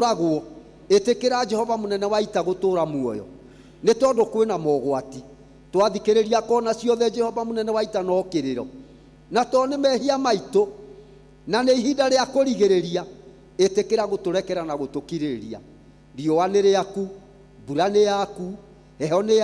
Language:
Kikuyu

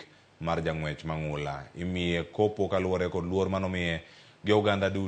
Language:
Luo (Kenya and Tanzania)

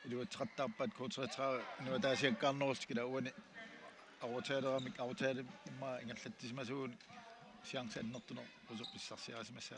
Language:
Kalaallisut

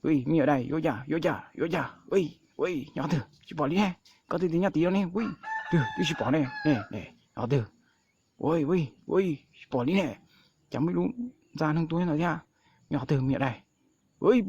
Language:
Hmong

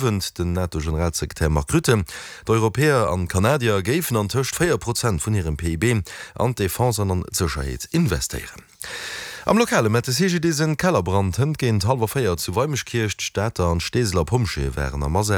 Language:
Luxembourgish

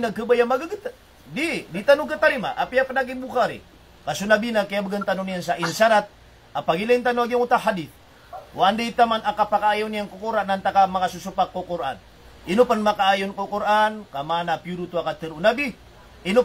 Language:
Maranao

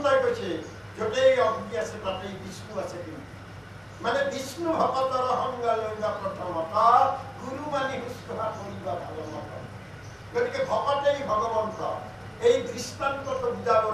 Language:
Assamese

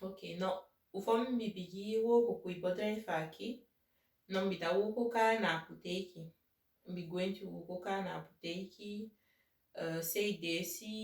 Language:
Saramaccan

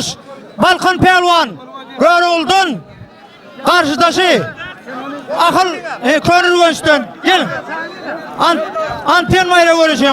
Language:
Turkmen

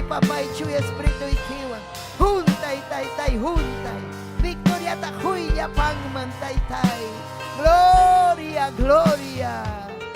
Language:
Ayacucho Quechua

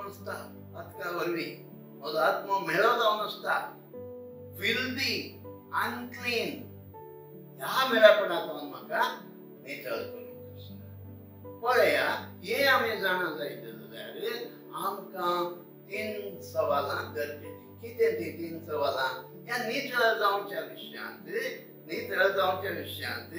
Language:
Konkani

